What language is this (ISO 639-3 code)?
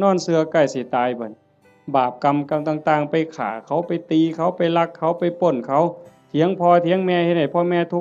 tts